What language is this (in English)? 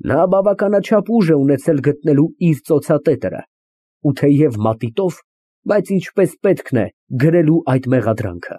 Armenian